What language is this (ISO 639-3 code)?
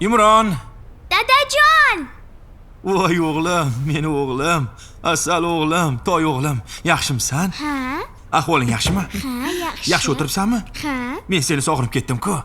uzb